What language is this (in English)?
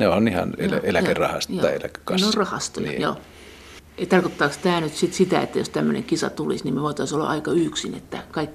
Finnish